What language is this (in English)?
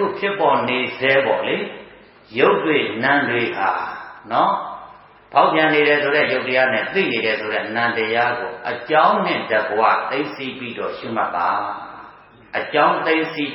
Burmese